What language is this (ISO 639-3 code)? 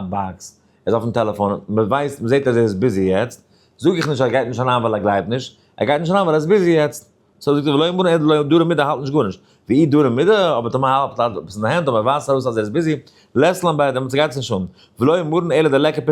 yid